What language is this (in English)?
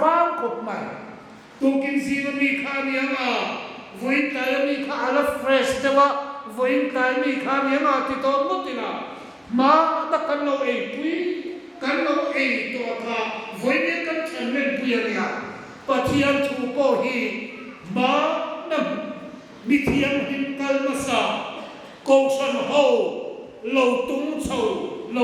Hmar